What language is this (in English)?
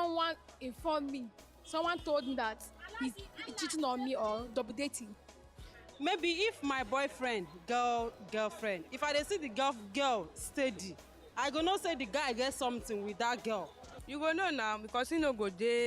Nigerian Pidgin